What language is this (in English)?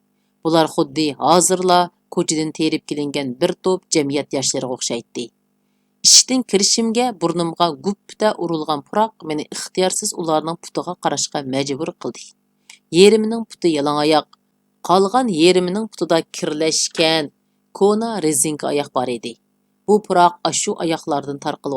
Uyghur